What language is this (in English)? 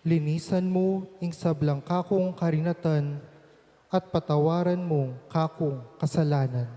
Pampanga